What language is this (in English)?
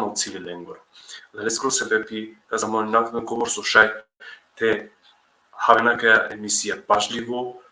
Balkan Romani